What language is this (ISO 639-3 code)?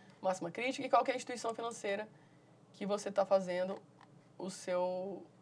por